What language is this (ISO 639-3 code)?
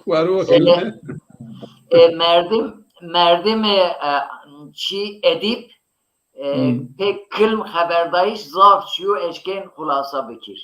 zza